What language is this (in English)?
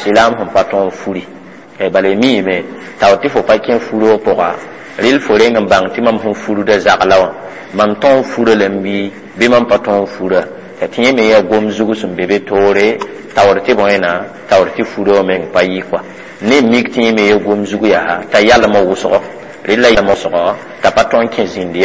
Mossi